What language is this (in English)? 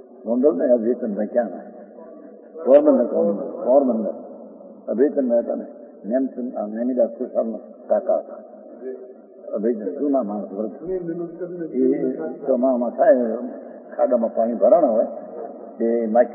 Gujarati